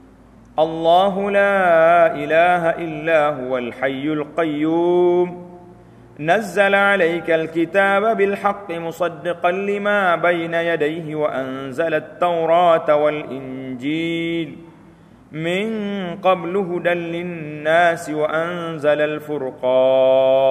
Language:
Malay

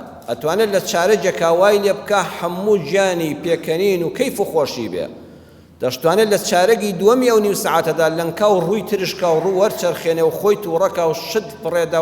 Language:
Central Kurdish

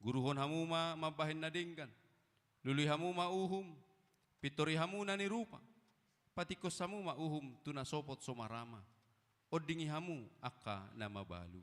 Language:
Batak Toba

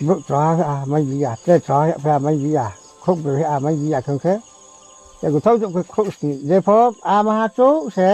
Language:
Riang (India)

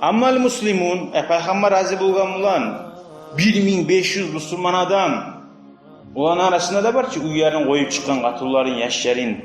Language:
Kumyk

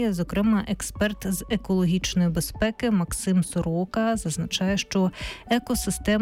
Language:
Ukrainian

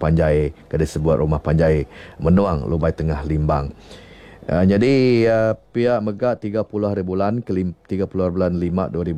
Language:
Iban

